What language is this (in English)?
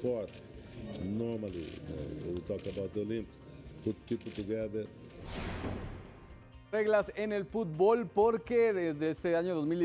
Spanish